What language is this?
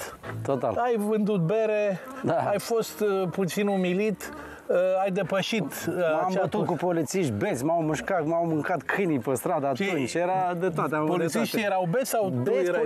Romanian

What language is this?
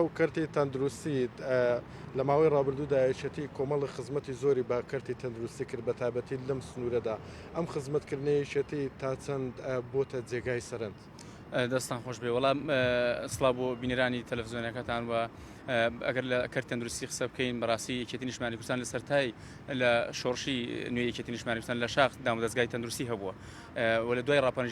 Central Kurdish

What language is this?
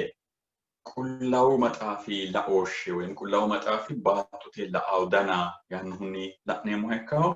Sidamo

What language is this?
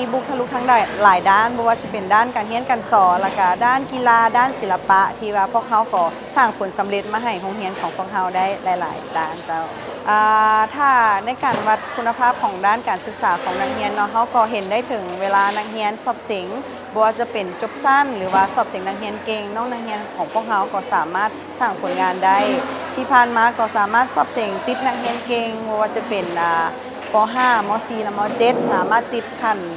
Lao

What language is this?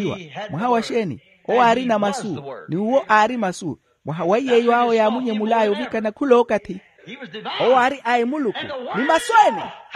Makhuwa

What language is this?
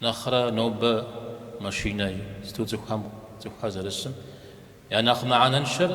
Kabardian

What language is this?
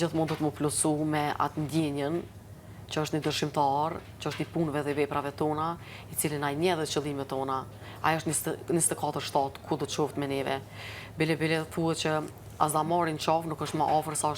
Albanian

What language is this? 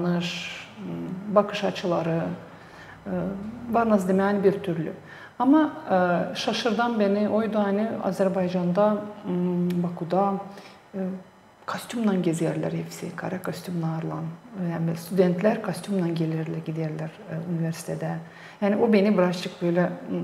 Gagauz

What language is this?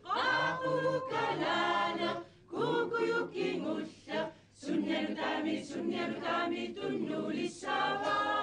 Kalaallisut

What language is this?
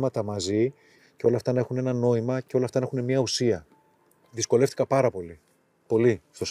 Greek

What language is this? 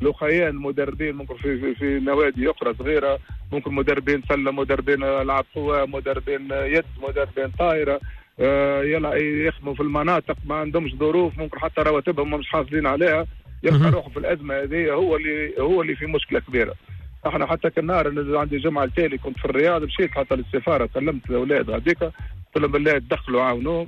Tunisian Arabic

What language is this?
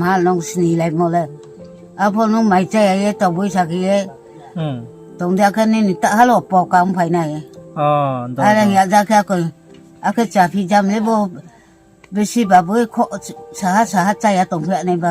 Riang (India)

